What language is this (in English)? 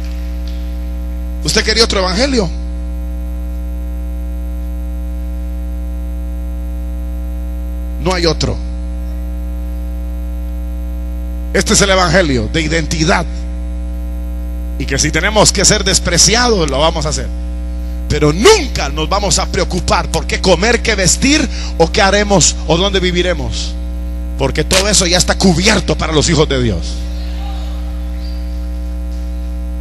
Spanish